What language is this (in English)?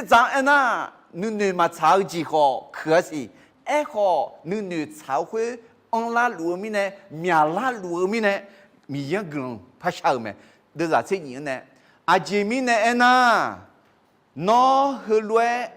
Akha